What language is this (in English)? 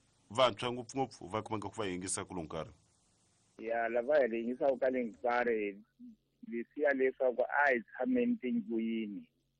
Tsonga